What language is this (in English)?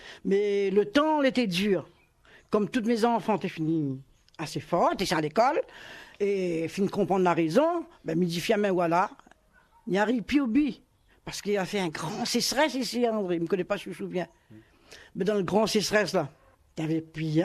Réunion Creole French